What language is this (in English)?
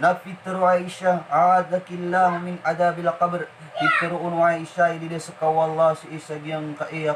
Maranao